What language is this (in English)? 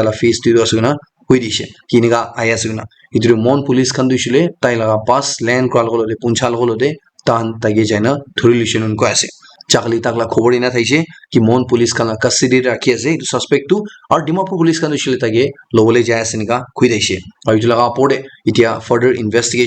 Naga Pidgin